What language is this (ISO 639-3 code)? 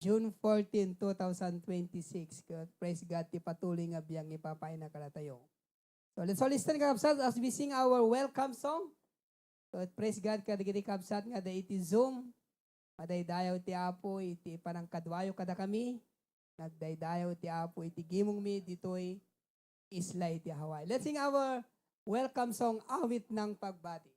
ilo